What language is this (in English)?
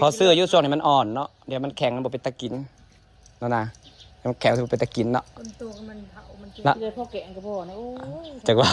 Northeastern Thai